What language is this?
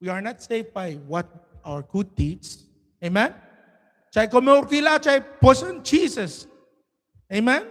Pohnpeian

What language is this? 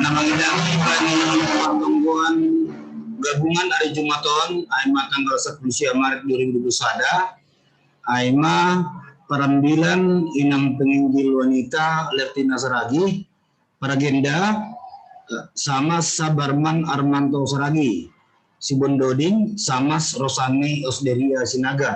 Batak Simalungun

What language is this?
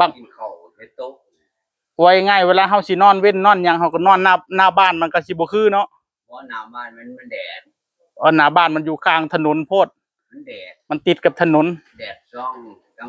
Northeastern Thai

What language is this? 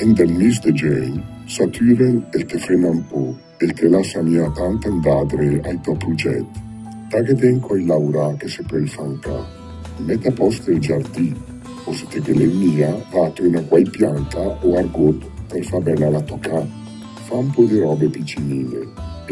Lombard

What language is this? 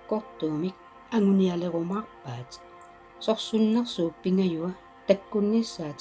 Kalaallisut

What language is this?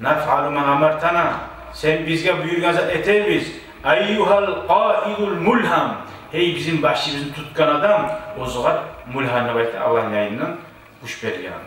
Kumyk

